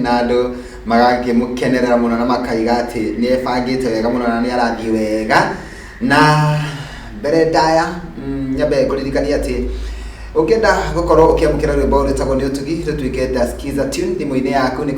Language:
Kikuyu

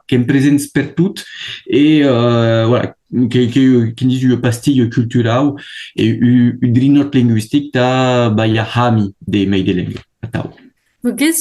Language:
Occitan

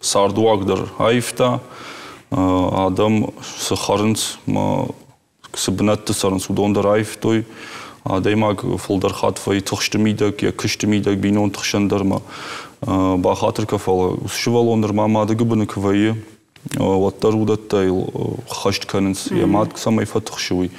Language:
Ossetic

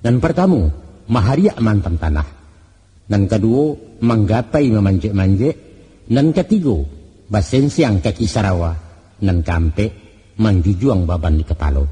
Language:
Minangkabau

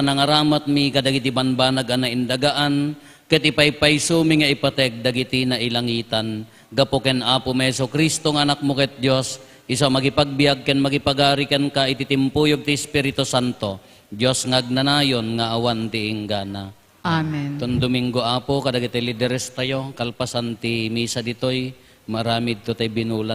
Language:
Iloko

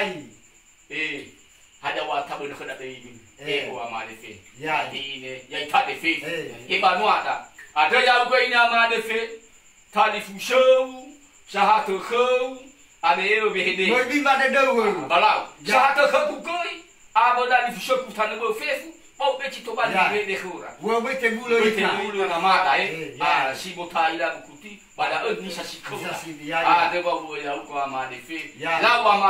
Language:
Nias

